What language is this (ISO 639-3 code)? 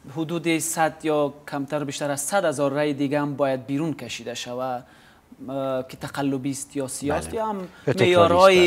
fas